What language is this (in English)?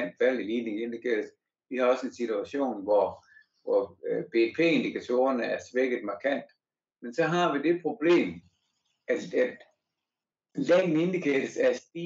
Danish